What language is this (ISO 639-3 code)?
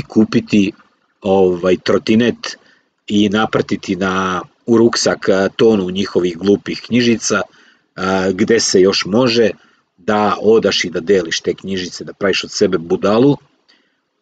srp